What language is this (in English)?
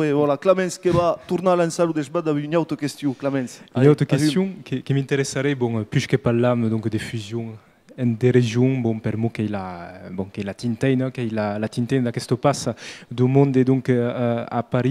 Occitan